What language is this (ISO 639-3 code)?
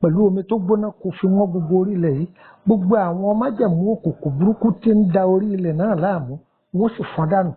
yor